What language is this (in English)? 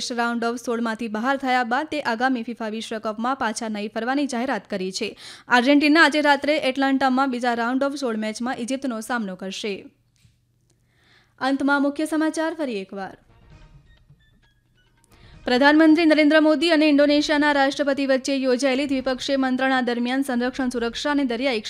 Gujarati